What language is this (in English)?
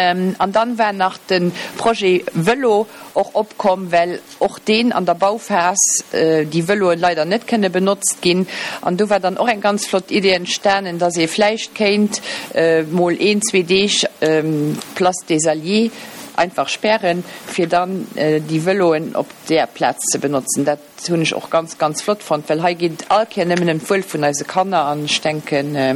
Luxembourgish